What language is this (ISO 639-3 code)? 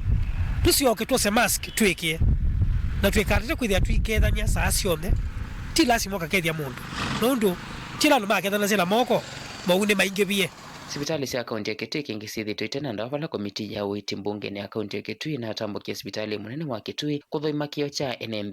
kam